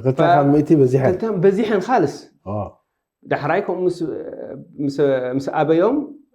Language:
Tigrinya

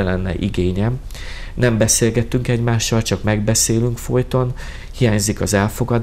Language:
Hungarian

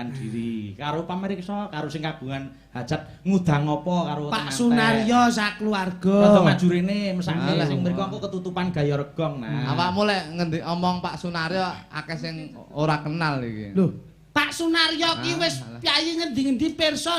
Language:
Javanese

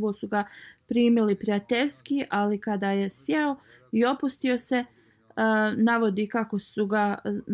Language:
Bosnian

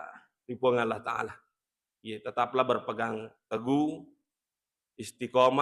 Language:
Buginese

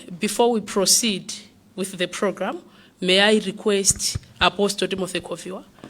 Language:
Nyanja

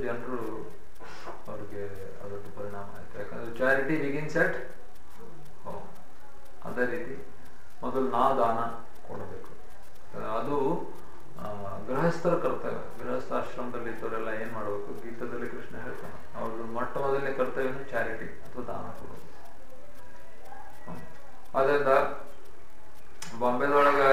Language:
Kannada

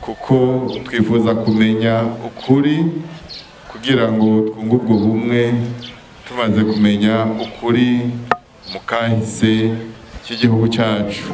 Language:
Rundi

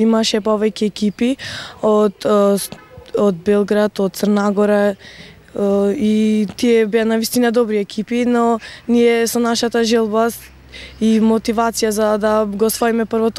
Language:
Macedonian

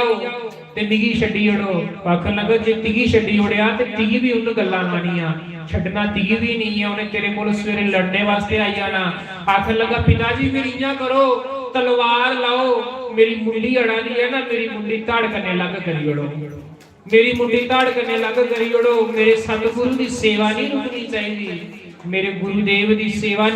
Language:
Dogri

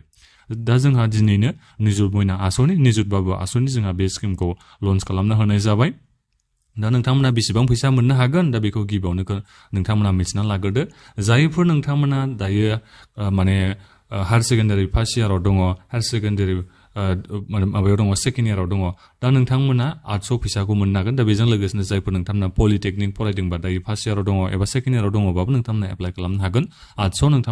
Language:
Bodo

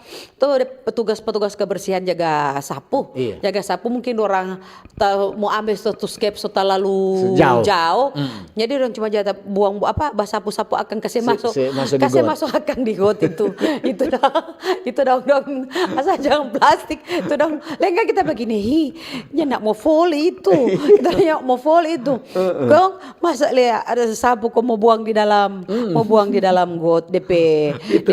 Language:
Manado Malay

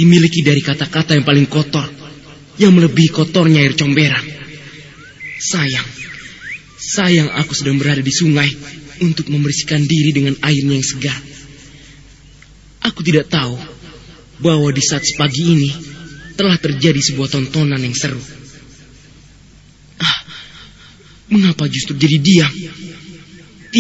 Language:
Indonesian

